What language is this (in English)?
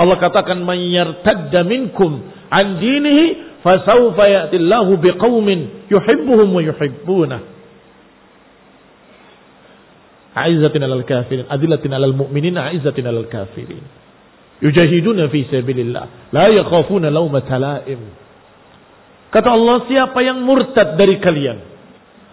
Indonesian